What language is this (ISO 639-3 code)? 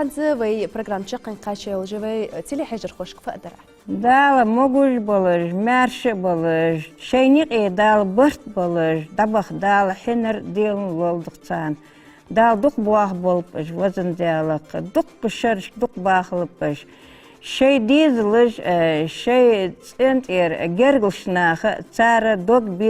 inh